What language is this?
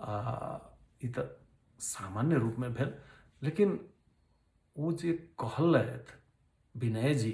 Maithili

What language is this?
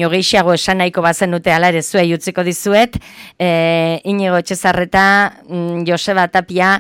Basque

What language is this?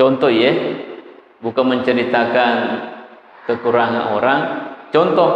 Buginese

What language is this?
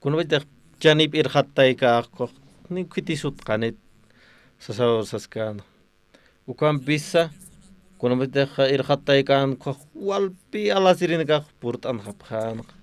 Aymara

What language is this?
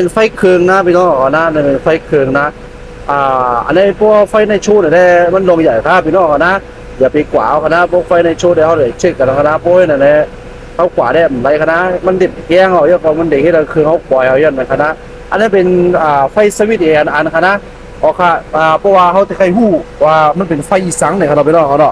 Shan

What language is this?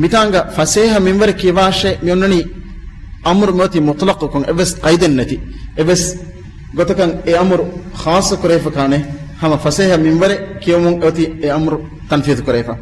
Divehi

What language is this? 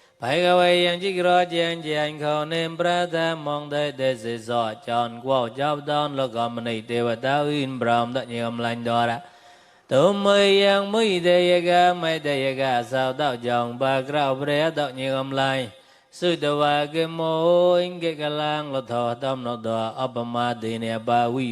Mon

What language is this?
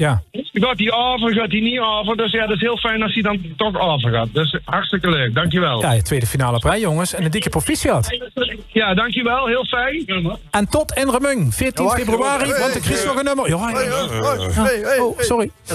Limburgish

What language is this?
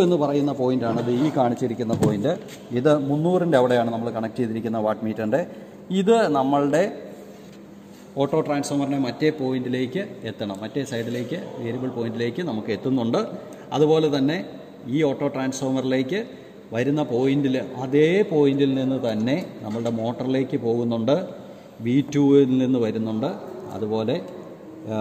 Malayalam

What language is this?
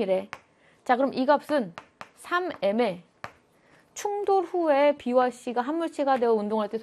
Korean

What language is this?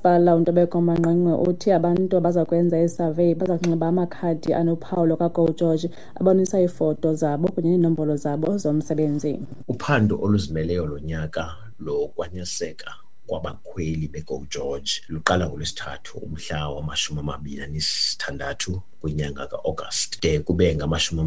Xhosa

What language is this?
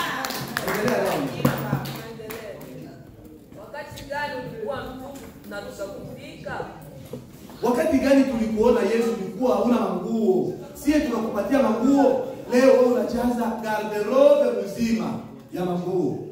Swahili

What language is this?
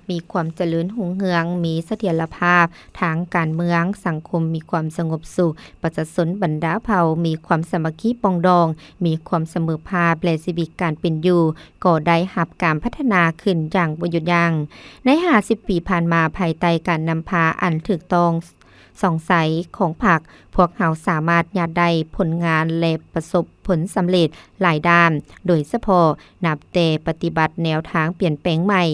Lao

